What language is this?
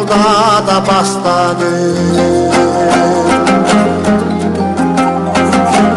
Kazakh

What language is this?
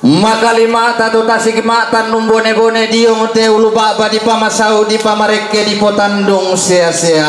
Toraja-Sa'dan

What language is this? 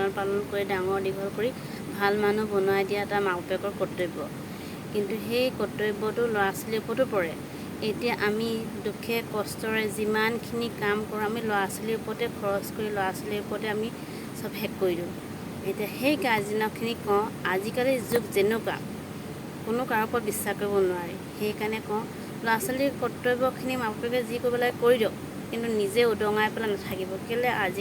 Assamese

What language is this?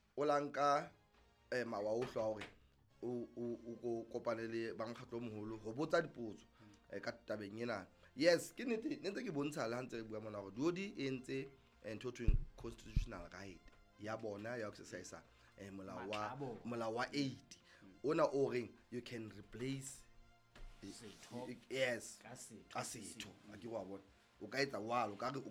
Southern Sotho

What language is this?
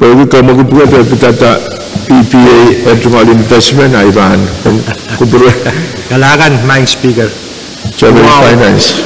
Pohnpeian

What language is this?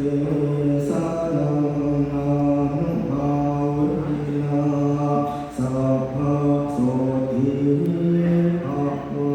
Pali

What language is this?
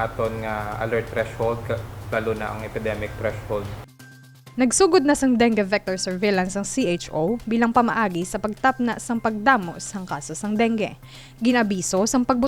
Hiligaynon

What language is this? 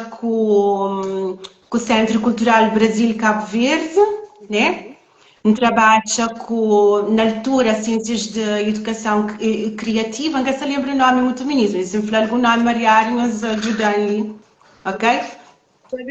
Kabuverdianu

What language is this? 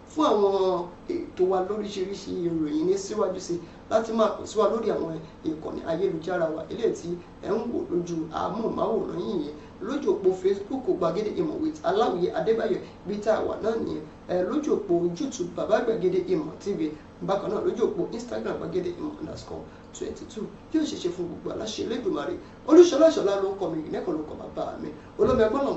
Yoruba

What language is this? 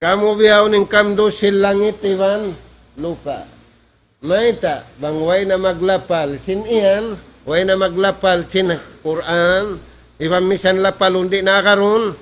Tausug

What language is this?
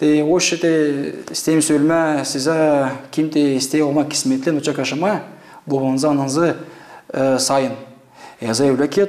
Gagauz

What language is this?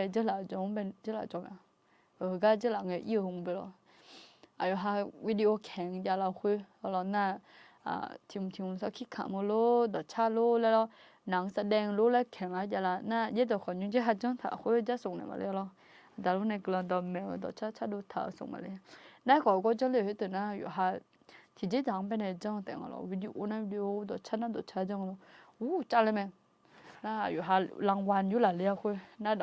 Akha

